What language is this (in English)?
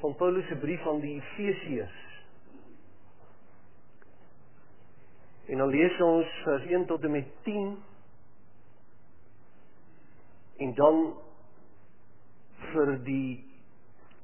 Afrikaans